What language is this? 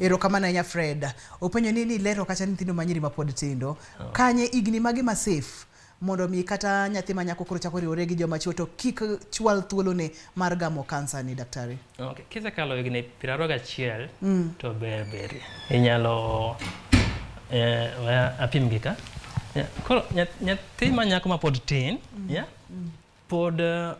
Luo (Kenya and Tanzania)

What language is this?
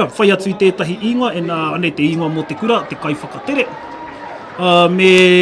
Māori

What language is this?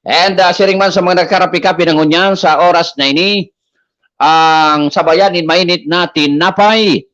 Bikol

